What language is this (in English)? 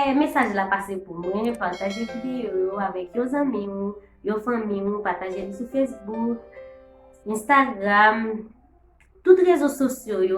Haitian Creole